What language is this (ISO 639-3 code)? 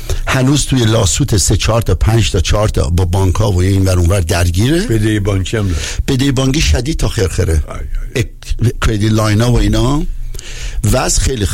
fas